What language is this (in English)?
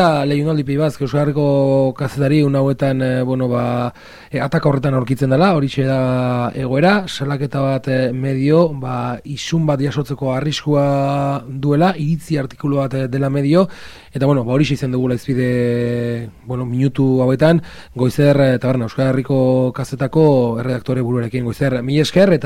Basque